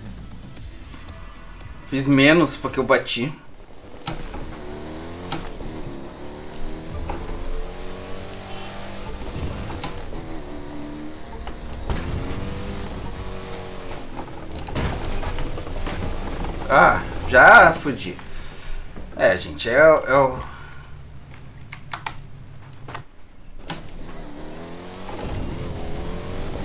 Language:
Portuguese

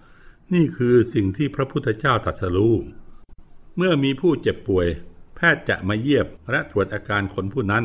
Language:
Thai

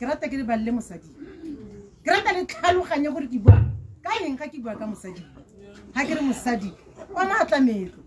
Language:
Tswana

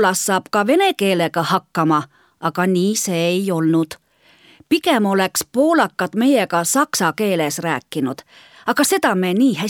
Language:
Estonian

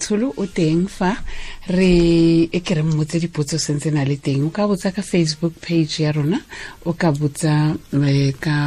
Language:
Tswana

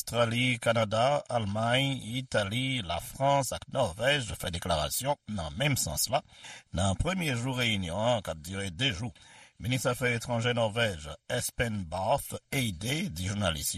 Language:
Haitian Creole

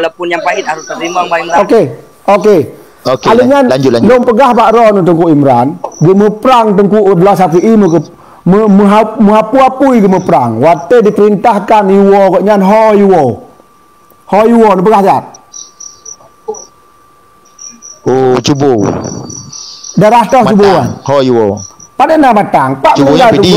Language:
Achinese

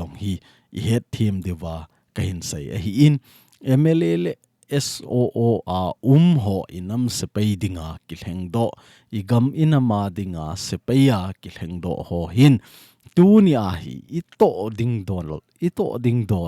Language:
Thado Chin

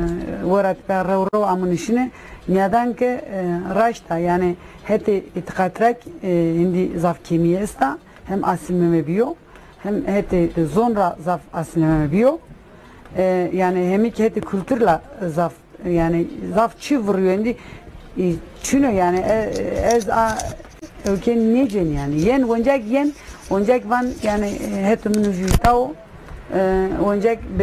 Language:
Zaza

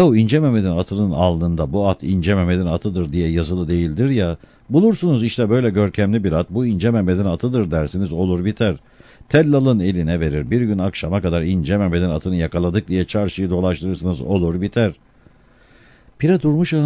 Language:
Turkish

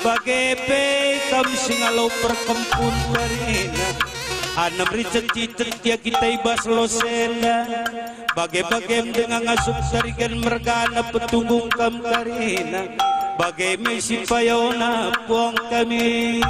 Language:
Batak Karo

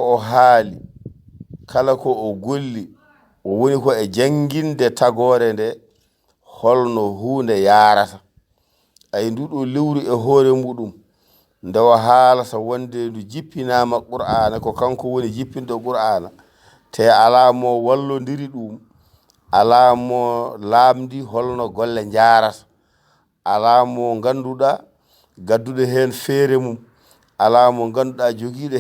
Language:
Fula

